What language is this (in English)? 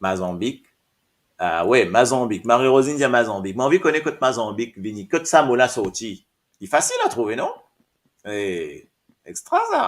Morisyen